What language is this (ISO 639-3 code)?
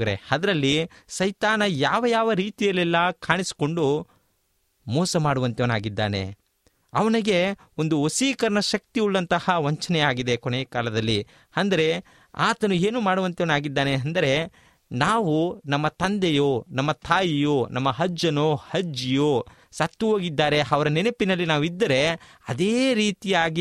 kan